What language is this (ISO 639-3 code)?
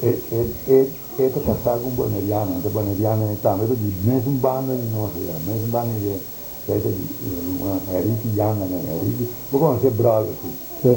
pap